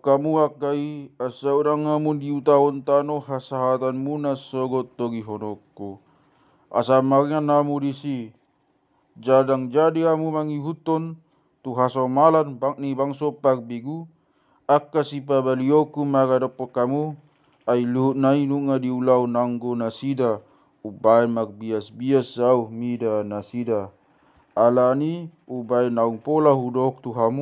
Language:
Batak Toba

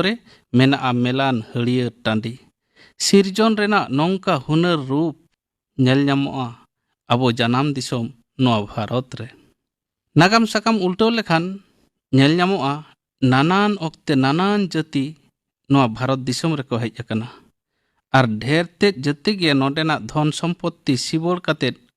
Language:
Santali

